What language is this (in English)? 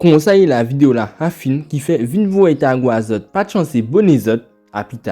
Guadeloupean Creole French